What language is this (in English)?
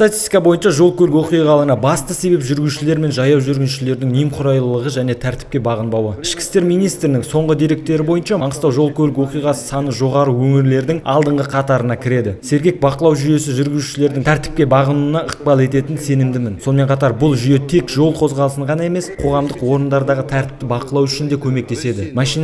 Kazakh